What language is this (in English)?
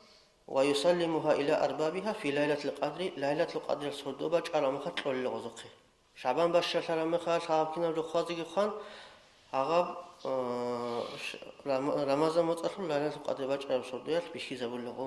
Avaric